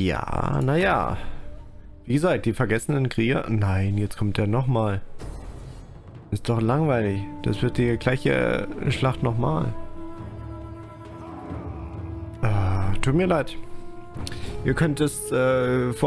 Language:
German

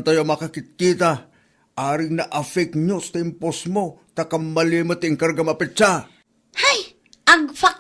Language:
Iloko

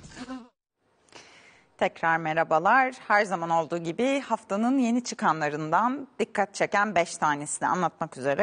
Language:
Turkish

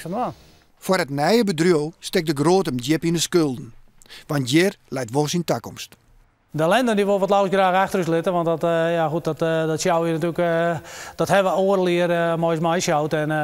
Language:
Western Frisian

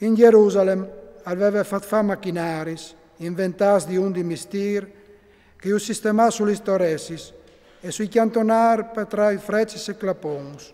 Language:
Friulian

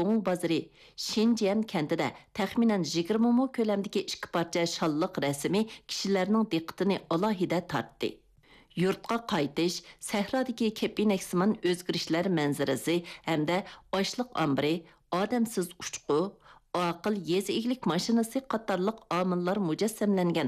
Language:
Uyghur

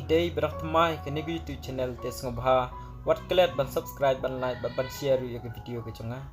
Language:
Khasi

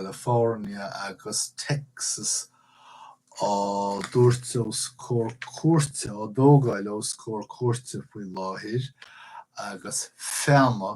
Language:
Irish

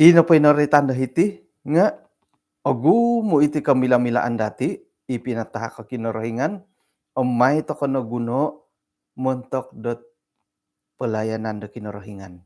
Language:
Central Dusun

